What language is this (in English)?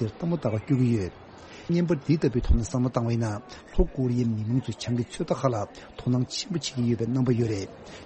Tibetan